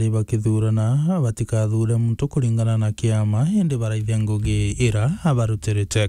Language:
Meru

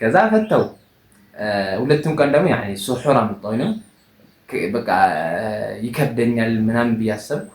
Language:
Amharic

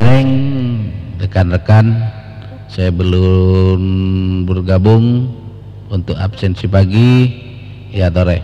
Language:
Madurese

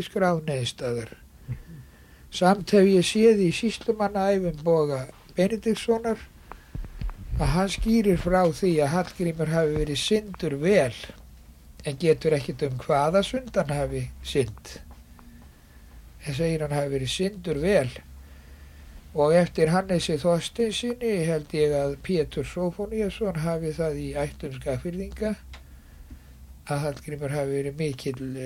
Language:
Icelandic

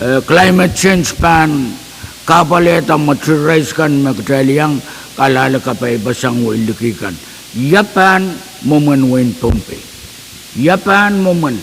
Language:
Pohnpeian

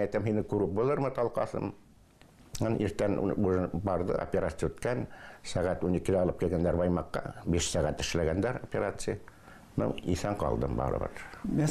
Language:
Bashkir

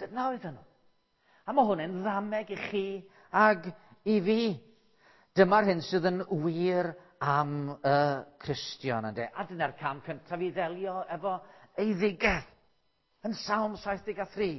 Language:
Welsh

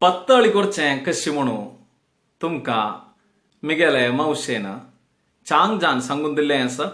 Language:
Konkani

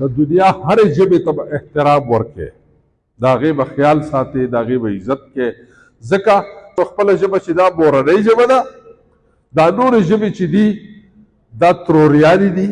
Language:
Pashto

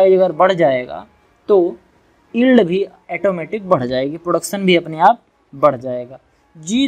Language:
Hindi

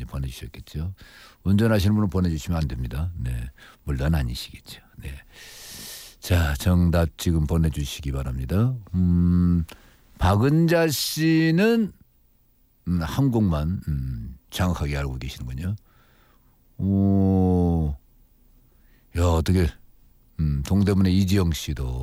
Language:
Korean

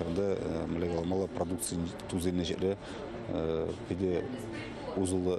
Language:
Chuvash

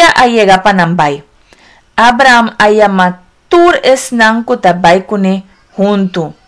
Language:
Papiamento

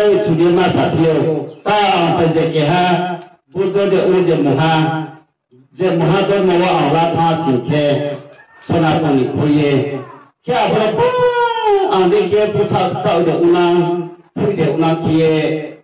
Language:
Riang (India)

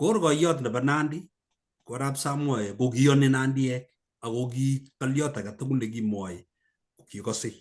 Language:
Kalenjin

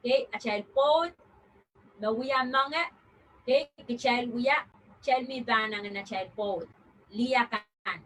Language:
Pohnpeian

